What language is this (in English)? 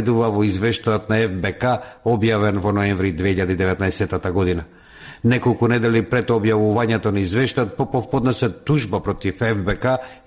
Macedonian